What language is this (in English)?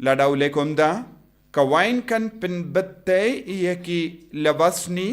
Khasi